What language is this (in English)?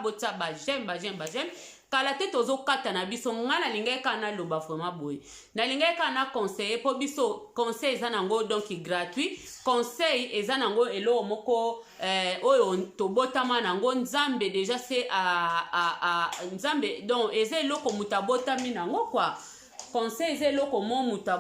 Lingala